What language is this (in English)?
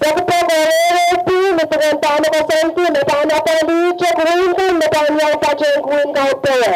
Pohnpeian